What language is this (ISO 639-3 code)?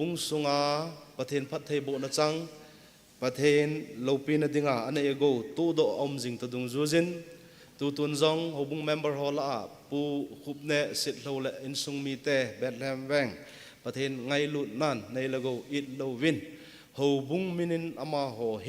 tcz